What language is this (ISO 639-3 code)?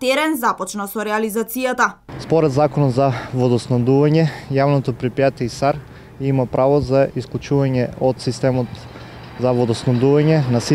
mkd